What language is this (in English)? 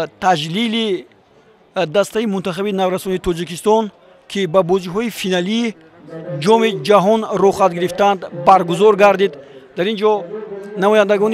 Tajik